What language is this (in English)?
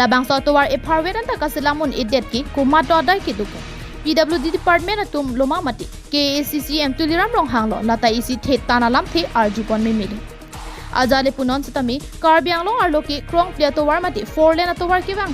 Karbi